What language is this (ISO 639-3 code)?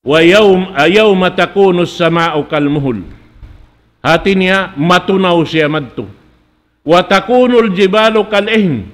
tsg